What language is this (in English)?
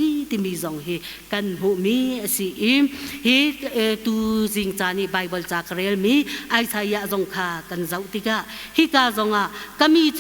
Hakha Chin